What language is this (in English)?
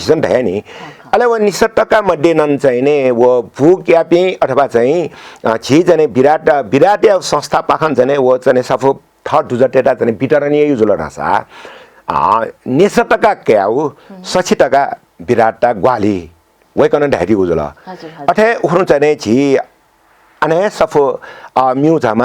Newari